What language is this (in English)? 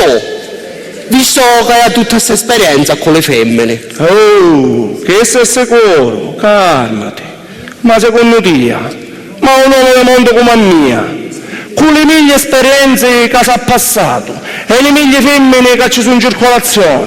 Sicilian